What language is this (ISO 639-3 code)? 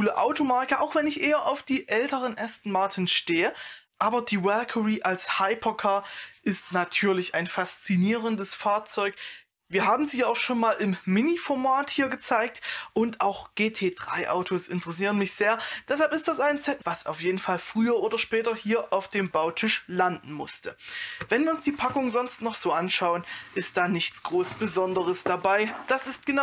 deu